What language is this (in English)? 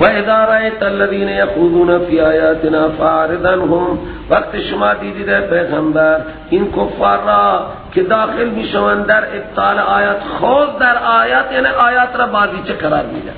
Persian